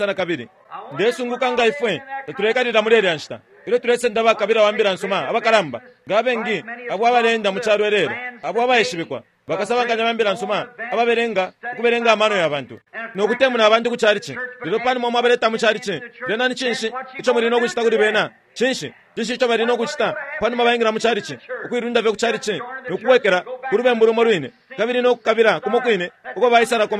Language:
Bemba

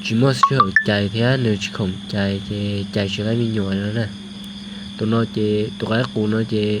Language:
Hmong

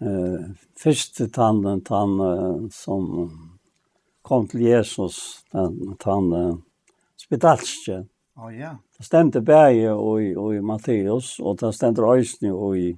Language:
Faroese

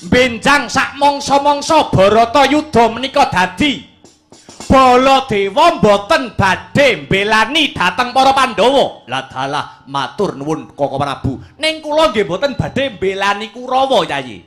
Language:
Javanese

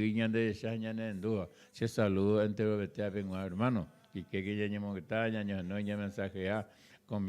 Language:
Guarani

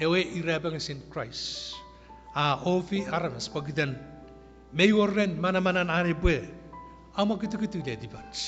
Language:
Chuukese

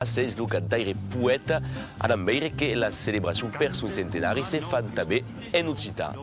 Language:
Occitan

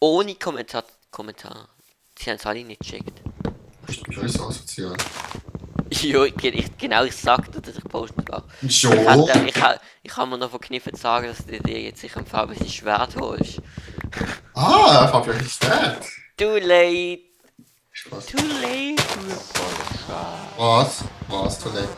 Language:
Swiss German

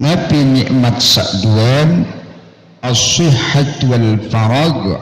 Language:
Sasak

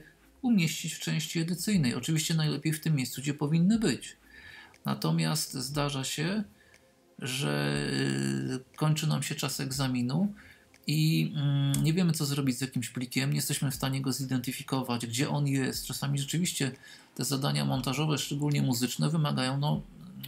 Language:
Polish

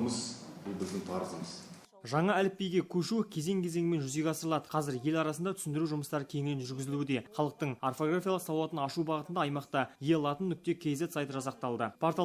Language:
Kazakh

